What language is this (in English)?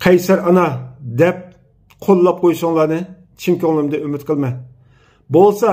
Uyghur